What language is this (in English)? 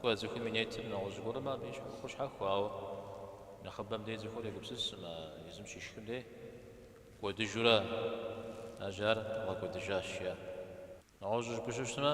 Kabardian